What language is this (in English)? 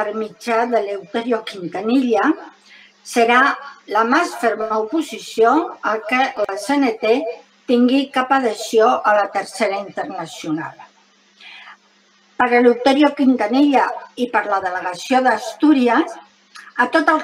Catalan